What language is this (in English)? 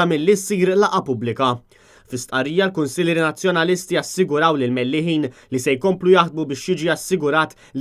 Maltese